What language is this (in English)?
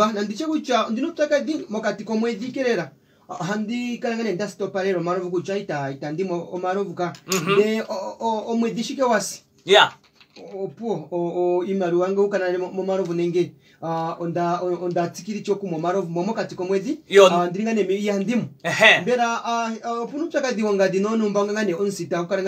Kuanyama